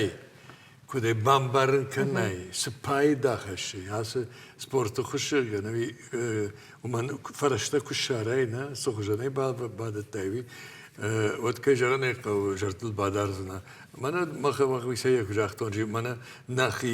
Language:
Ossetic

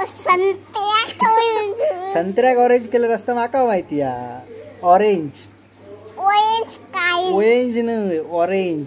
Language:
Konkani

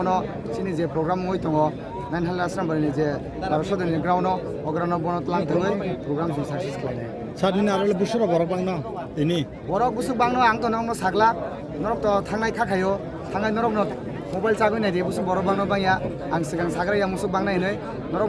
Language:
Kok Borok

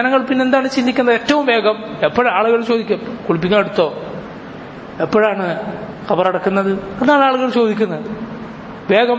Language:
Malayalam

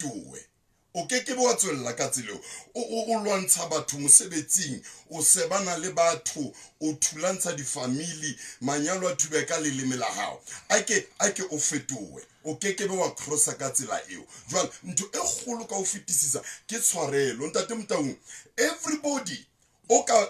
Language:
Southern Sotho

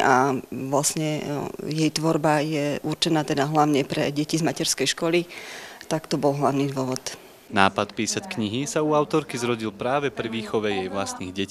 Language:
Slovak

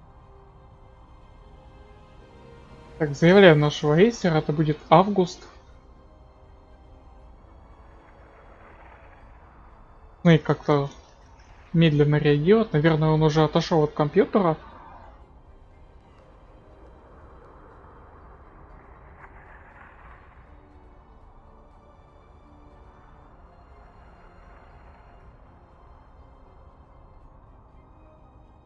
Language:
Russian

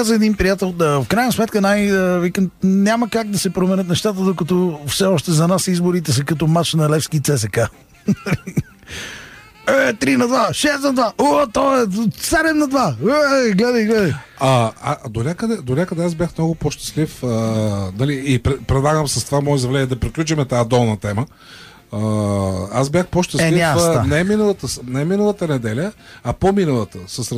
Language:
Bulgarian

